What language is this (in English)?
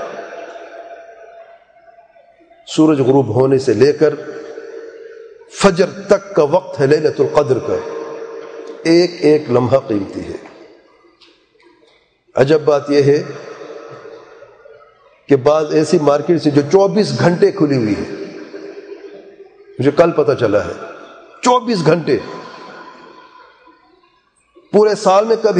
Urdu